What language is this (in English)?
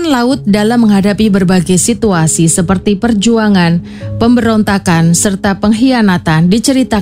Indonesian